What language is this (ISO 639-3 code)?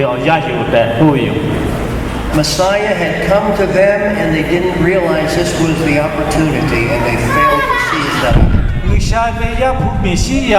lhu